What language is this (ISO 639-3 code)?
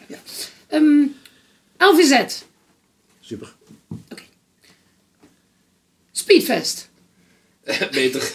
nld